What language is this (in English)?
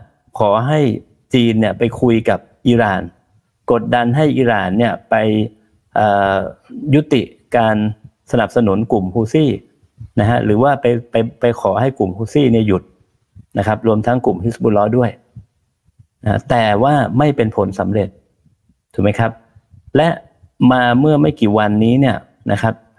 Thai